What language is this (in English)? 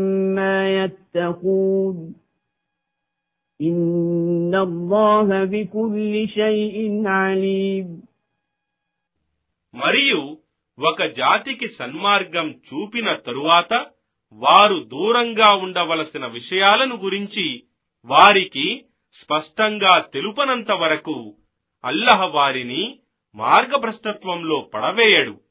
Telugu